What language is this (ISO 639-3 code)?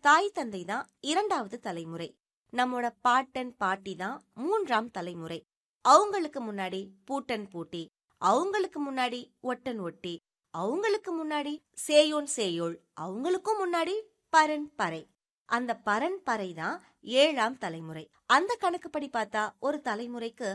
tam